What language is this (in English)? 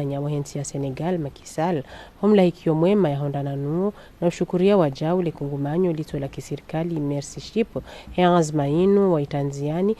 Ngazidja Comorian